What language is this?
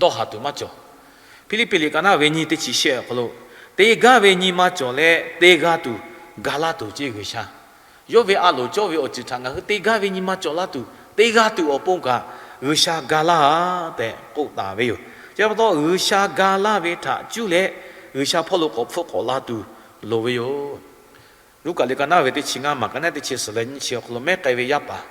Lahu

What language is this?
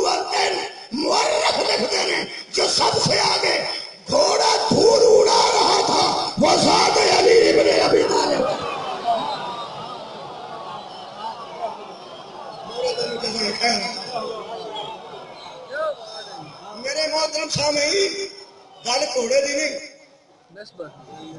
Urdu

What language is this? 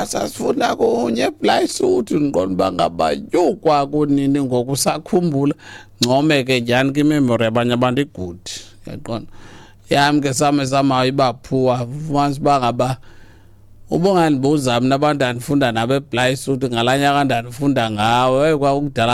Xhosa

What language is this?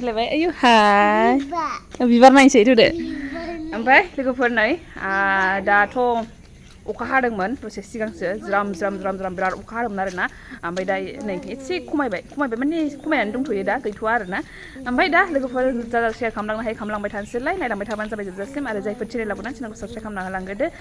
Bodo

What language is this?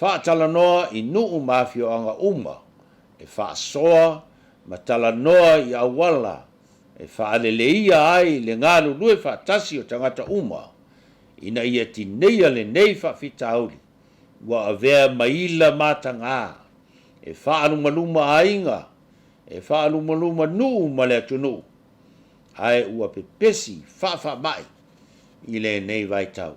Samoan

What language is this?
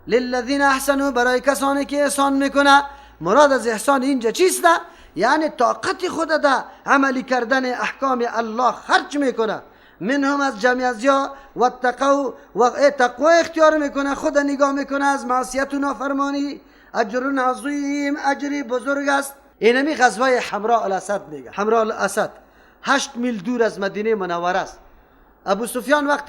Persian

